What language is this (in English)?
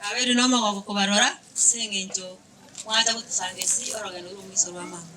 Gusii